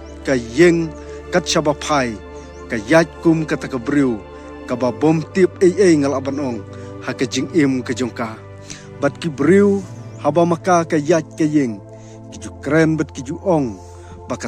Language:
Khasi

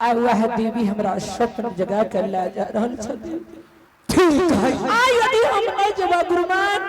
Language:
Angika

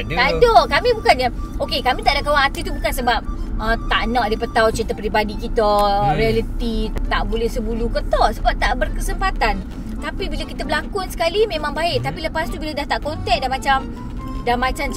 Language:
Malay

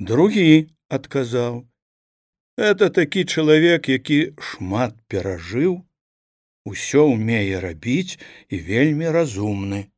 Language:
Belarusian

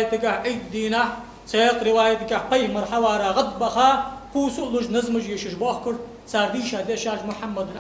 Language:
Ingush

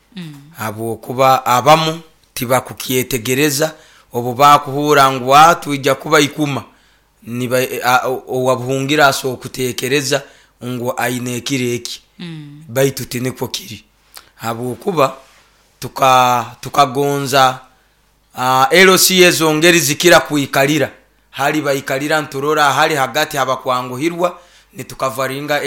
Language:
Nyoro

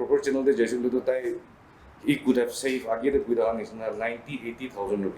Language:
Naga Pidgin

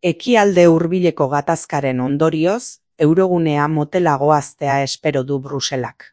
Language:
Basque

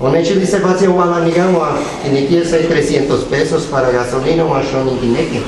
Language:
Guerrero Nahuatl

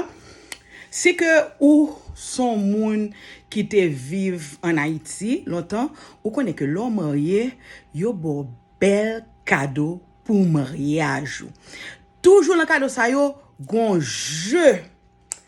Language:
Haitian Creole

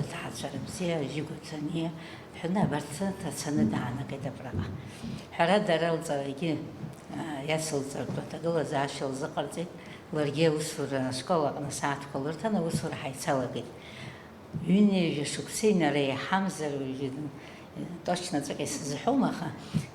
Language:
Abkhazian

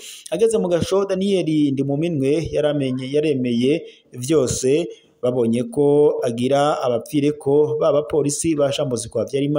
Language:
Rundi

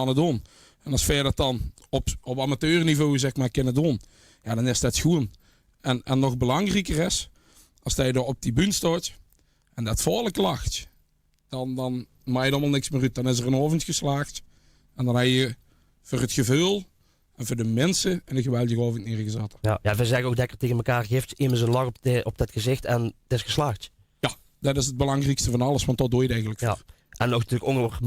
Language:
Limburgish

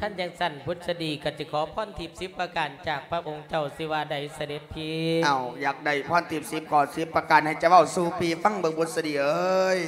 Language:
Lao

